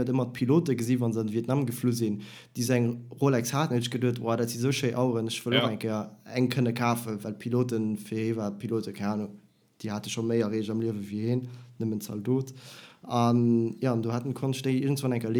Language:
Luxembourgish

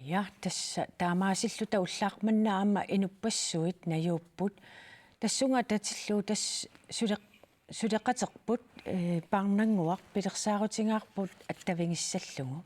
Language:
Kalaallisut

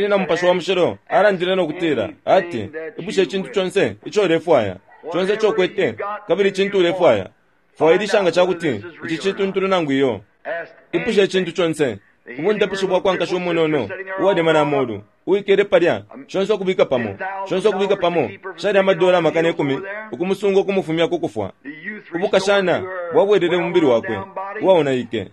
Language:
Bemba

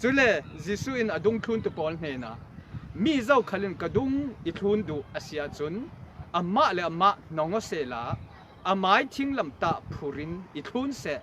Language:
Falam Chin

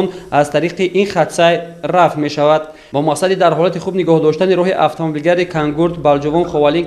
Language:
Tajik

